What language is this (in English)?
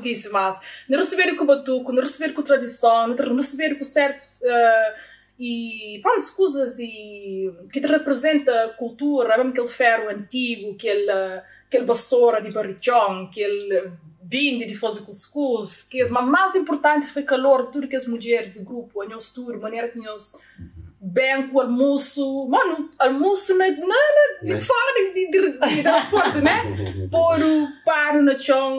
Kabuverdianu